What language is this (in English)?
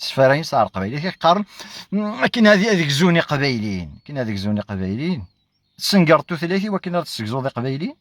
Kabyle